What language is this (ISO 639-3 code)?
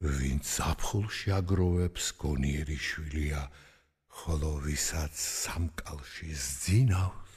kat